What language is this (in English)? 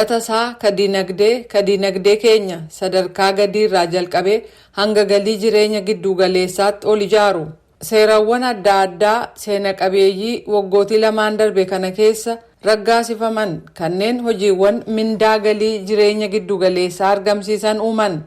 Oromo